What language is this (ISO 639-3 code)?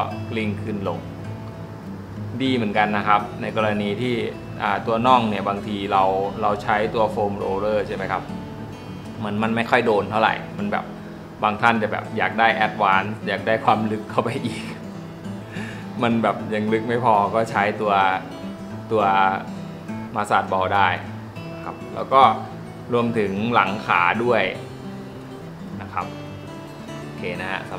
tha